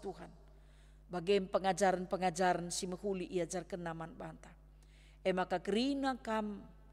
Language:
Batak Karo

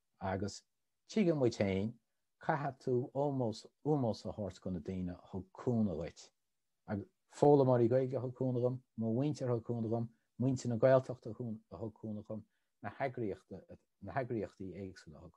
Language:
Irish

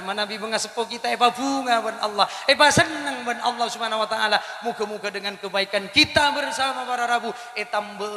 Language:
Madurese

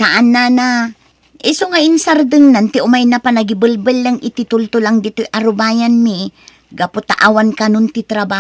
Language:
Iloko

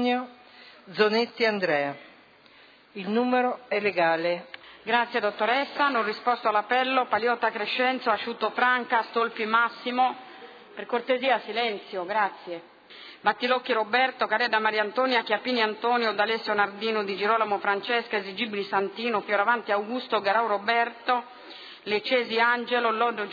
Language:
Italian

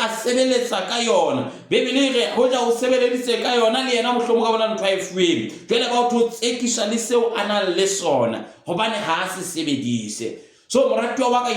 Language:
Southern Sotho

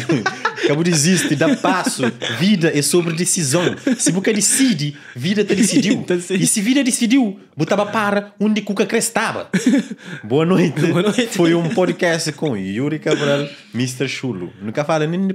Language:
Kabuverdianu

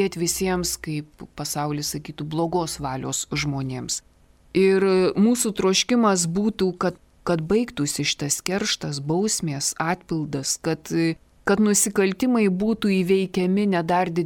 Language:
Lithuanian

